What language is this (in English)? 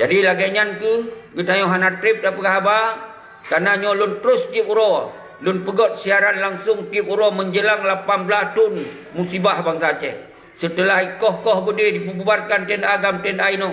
Achinese